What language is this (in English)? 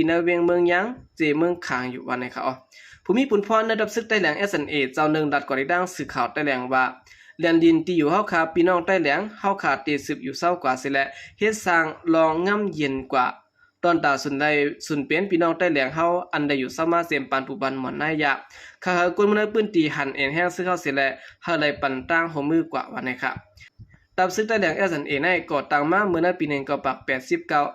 Shan